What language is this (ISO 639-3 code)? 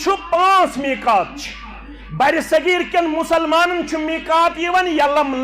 kas